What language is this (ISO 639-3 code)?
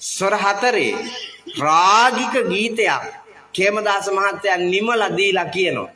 sin